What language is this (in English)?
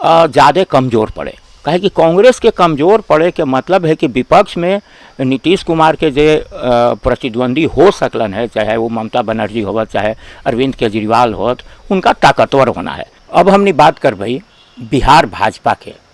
Magahi